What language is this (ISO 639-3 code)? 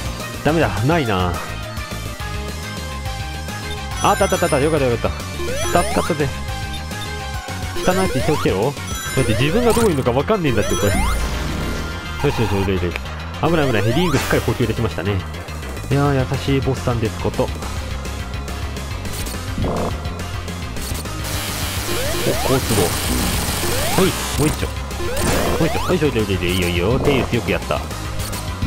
jpn